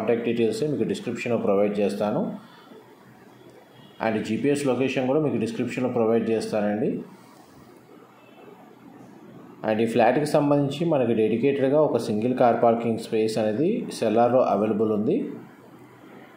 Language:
Telugu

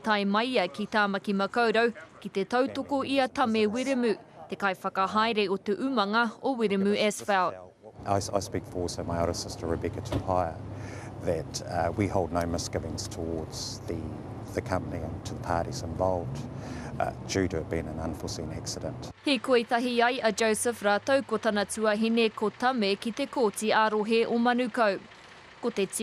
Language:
Māori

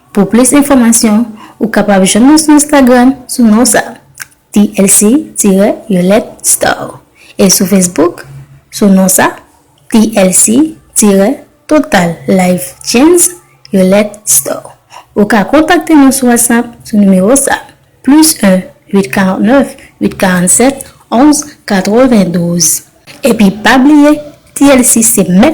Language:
Haitian Creole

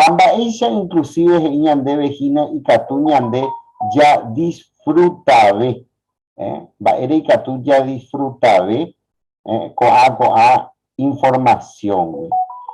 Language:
Guarani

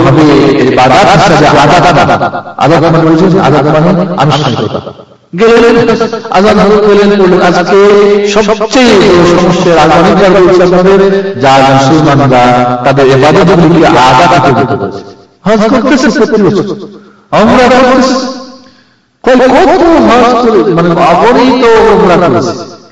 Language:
Bangla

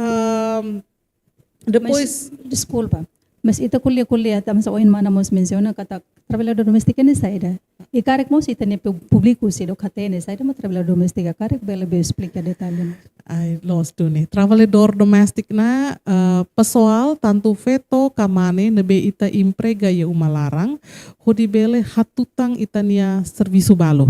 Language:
Tetum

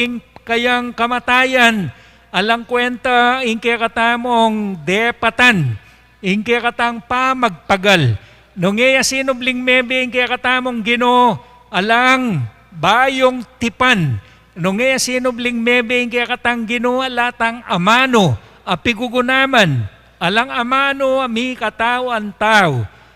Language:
Pampanga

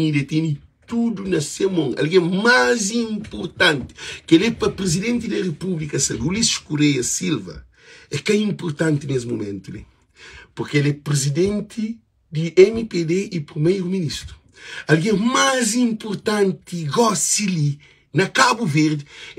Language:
Kabuverdianu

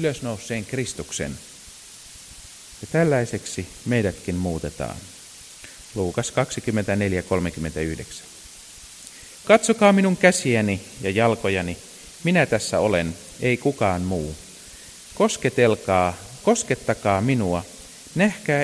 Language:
Finnish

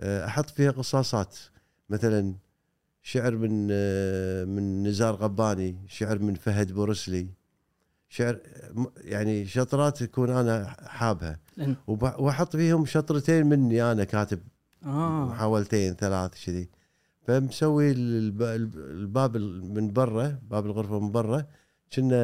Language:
Gulf Arabic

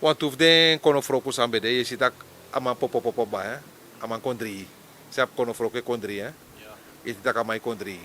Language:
Sranan Tongo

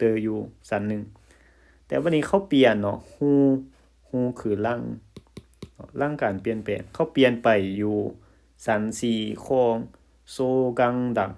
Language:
Lao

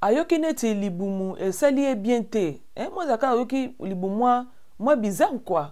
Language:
Lingala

